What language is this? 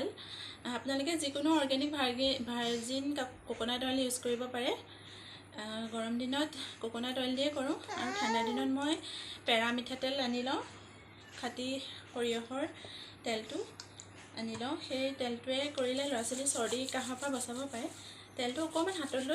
Assamese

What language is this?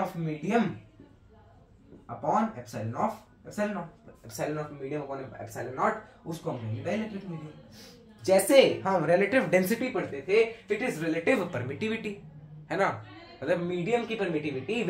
Hindi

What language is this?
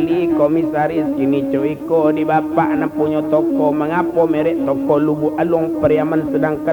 Minangkabau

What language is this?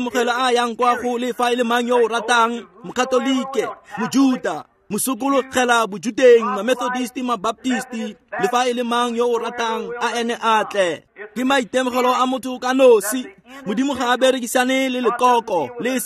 Tswana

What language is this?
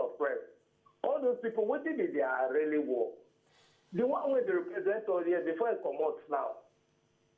Nigerian Pidgin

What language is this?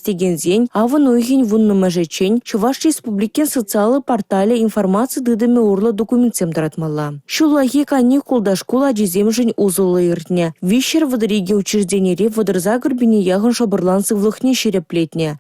Chuvash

